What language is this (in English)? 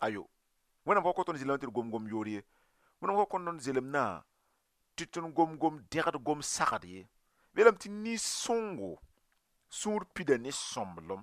Mossi